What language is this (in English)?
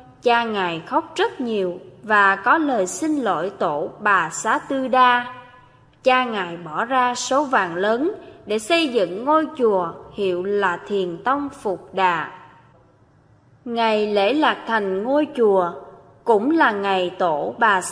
Vietnamese